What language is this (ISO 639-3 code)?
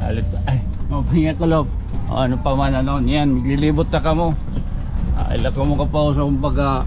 war